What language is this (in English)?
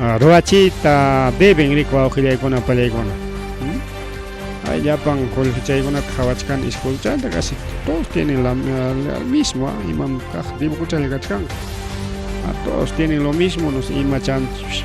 Ayacucho Quechua